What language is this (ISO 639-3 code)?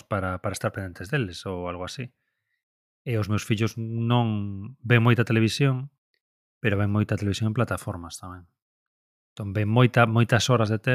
glg